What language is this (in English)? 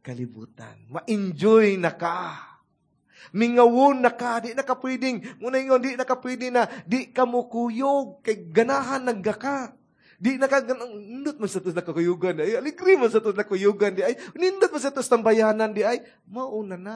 Cebuano